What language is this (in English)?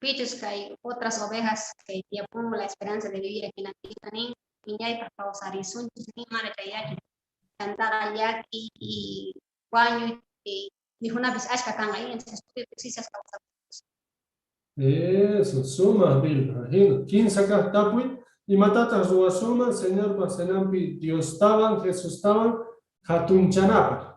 Quechua